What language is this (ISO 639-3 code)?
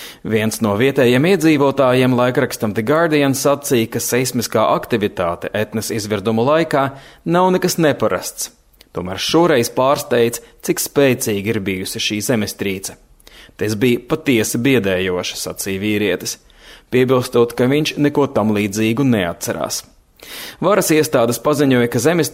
lav